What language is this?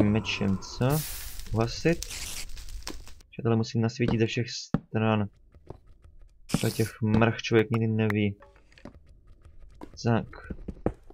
Czech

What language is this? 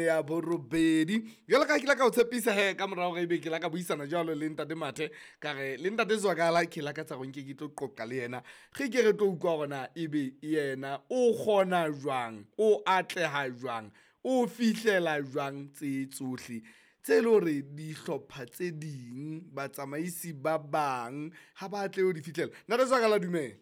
Southern Sotho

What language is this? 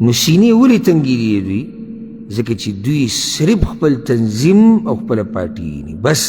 Pashto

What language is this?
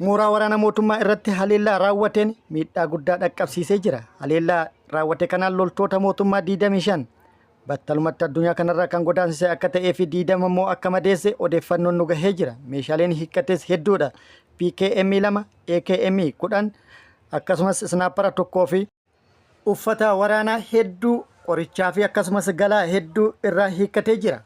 Oromo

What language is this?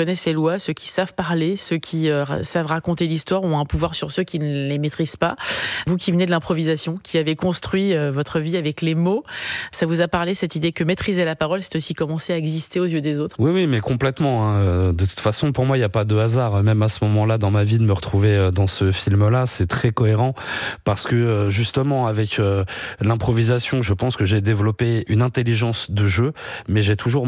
French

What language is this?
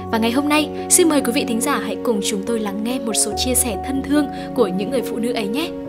Vietnamese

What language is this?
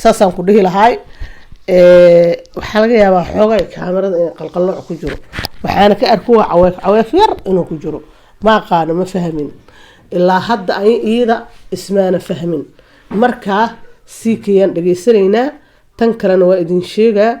Somali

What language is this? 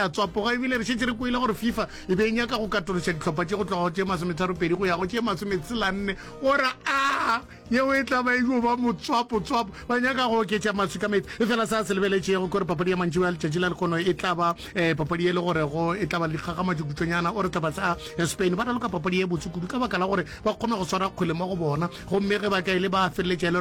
Northern Sotho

